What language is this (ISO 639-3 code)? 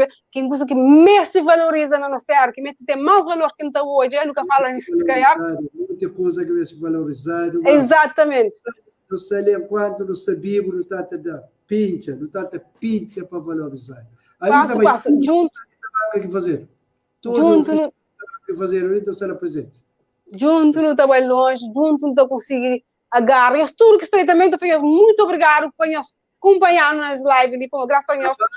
kea